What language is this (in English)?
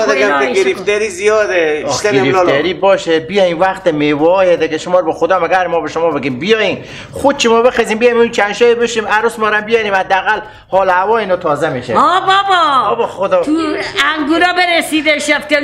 Persian